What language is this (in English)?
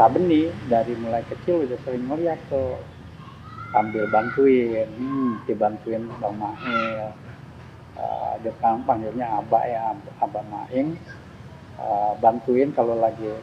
Betawi